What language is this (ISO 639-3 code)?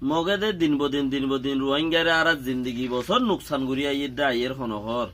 rhg